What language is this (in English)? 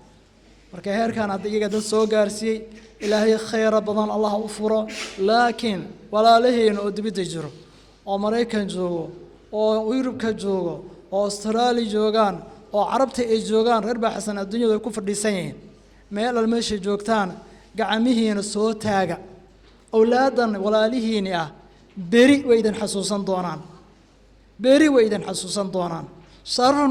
Somali